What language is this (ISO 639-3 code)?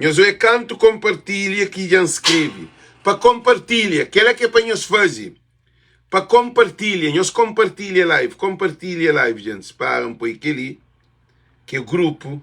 kea